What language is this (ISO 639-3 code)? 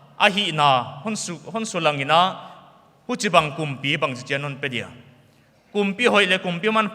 pck